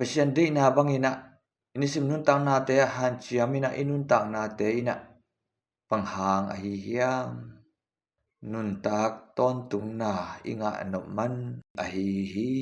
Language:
Tedim Chin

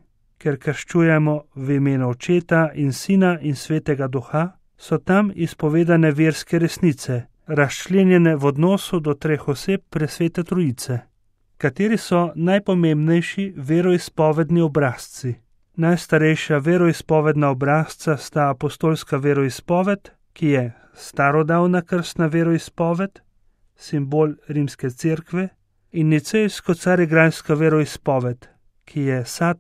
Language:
Slovenian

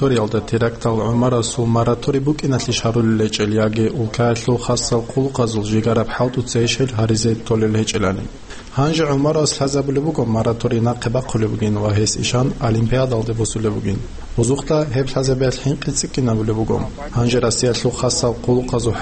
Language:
Avaric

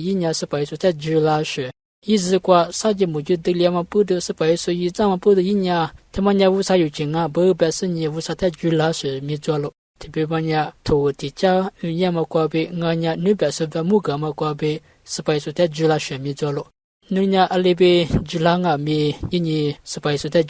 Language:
Lisu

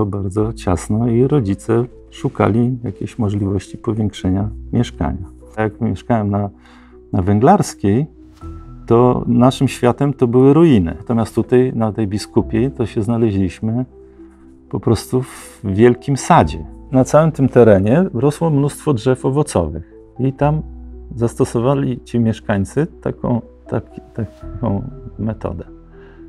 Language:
Polish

